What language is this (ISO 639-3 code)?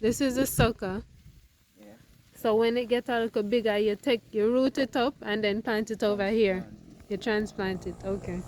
jam